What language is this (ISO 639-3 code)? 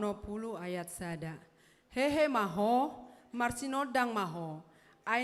bbc